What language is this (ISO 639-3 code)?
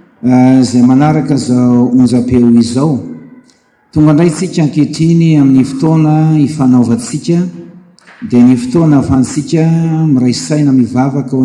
mlg